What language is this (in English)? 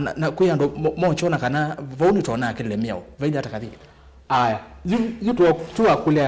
Kamba